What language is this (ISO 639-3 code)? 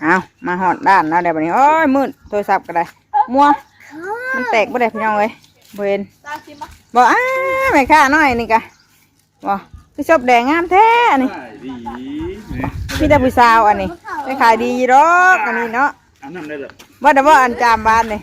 tts